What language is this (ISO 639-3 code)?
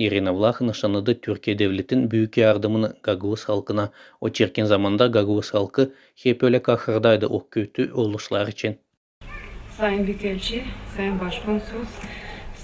gag